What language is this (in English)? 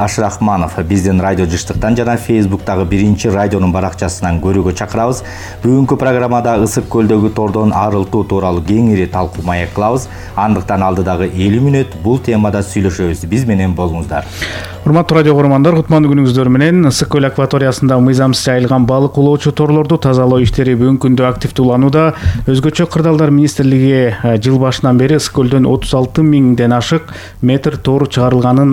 Kyrgyz